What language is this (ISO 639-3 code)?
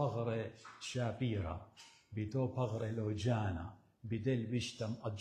aii